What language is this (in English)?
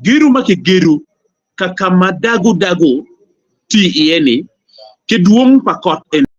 Acoli